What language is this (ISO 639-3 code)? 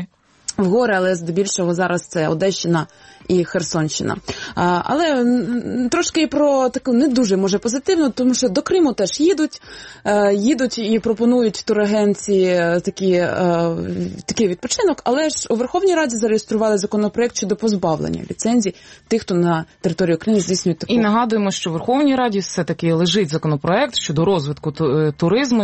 ukr